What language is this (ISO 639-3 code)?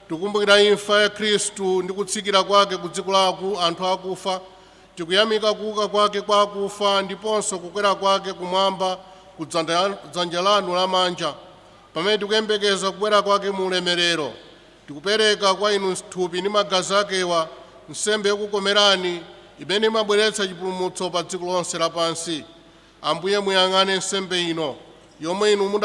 nya